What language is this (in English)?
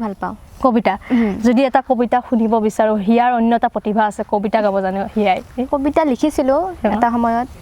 Assamese